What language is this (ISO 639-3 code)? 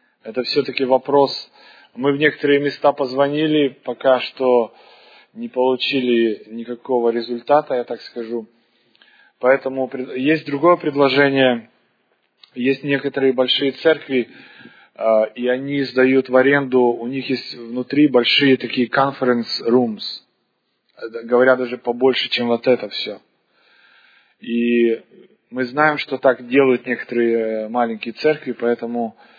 rus